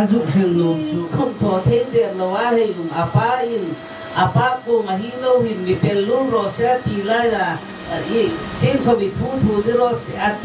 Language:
Hmar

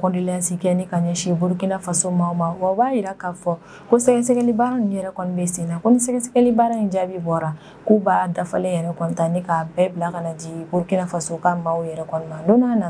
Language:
Bambara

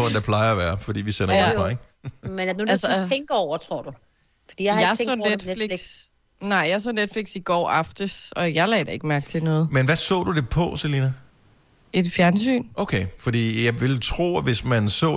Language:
Danish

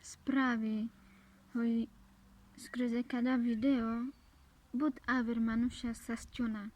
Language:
Carpathian Romani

